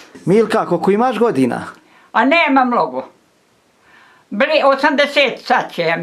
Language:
Bosnian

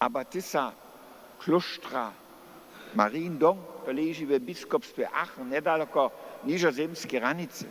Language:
Upper Sorbian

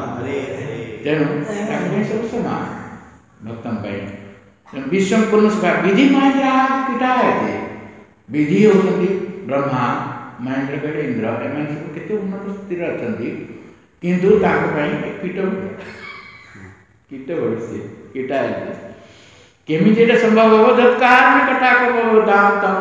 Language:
Odia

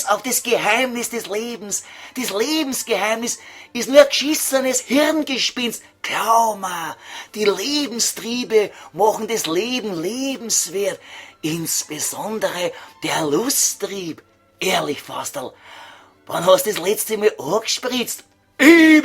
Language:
Bavarian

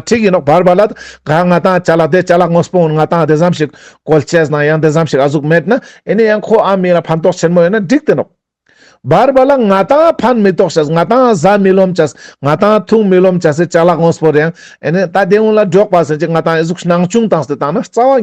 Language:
Ladakhi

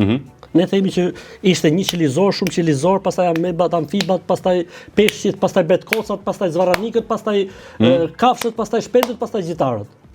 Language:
Albanian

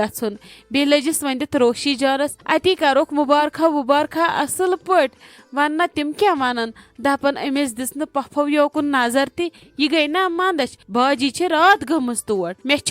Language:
Kashmiri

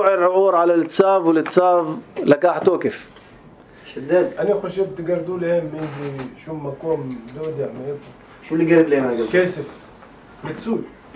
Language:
North Levantine Arabic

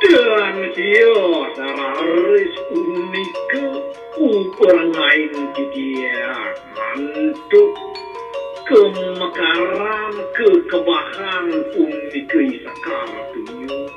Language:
Balinese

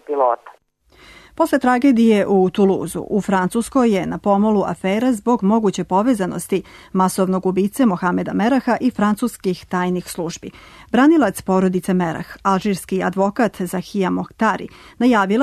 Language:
Serbian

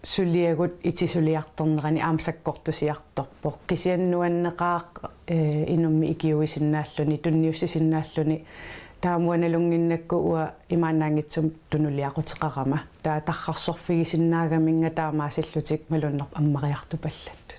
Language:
Kalaallisut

